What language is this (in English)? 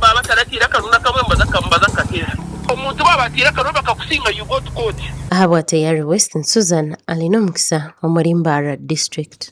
Nyankole